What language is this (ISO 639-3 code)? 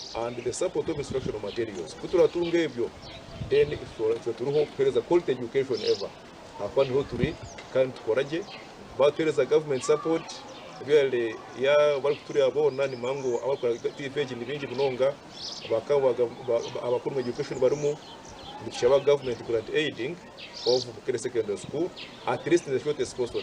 nyn